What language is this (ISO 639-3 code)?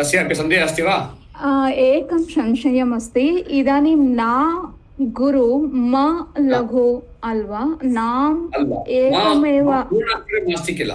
san